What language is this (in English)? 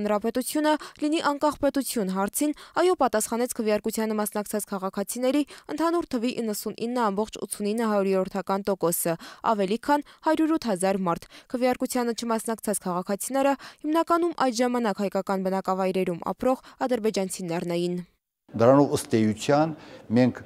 Armenian